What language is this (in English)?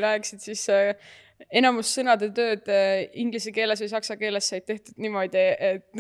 Estonian